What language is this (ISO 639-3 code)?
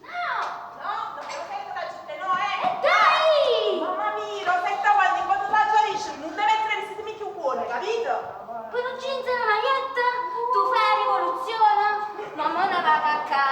nap